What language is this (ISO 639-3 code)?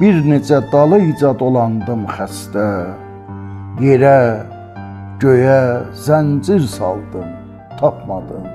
azb